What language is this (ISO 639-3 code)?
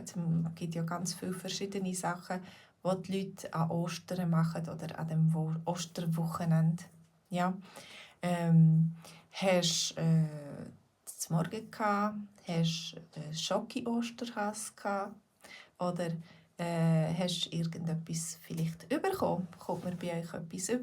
gsw